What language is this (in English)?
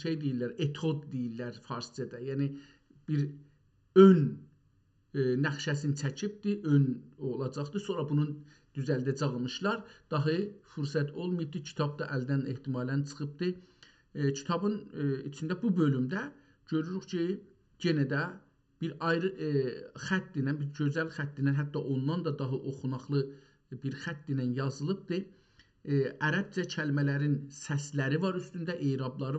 South Azerbaijani